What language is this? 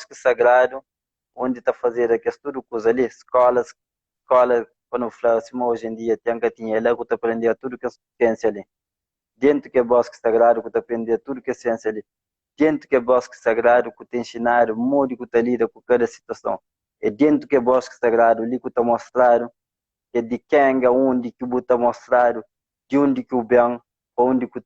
Kabuverdianu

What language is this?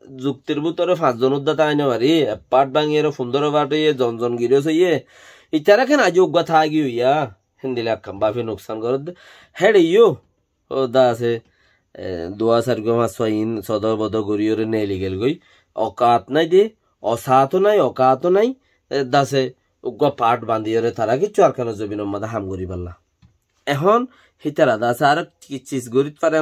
Rohingya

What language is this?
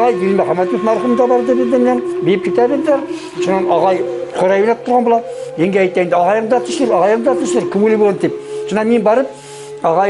Bashkir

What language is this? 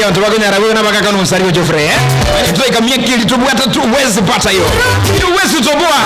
Gusii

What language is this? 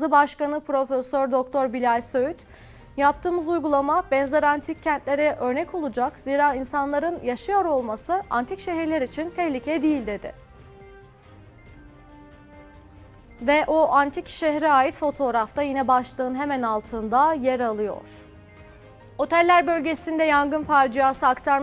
Turkish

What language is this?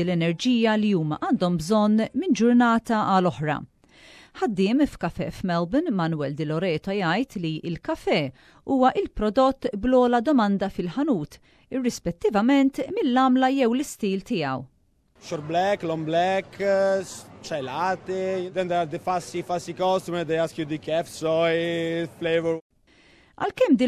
Maltese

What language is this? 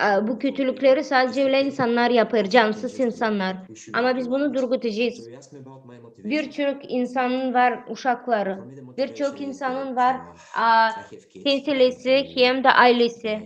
Gagauz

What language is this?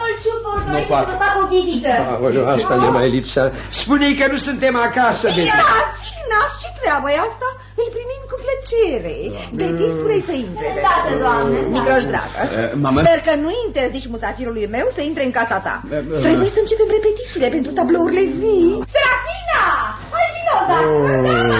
Romanian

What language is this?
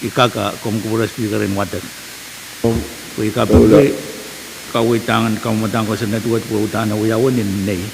Pohnpeian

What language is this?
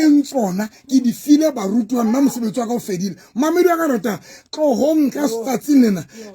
Southern Sotho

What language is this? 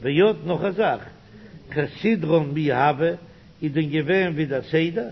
Yiddish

